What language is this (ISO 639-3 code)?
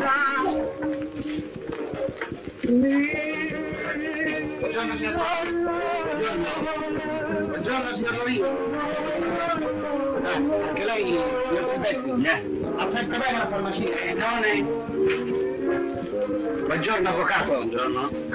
ita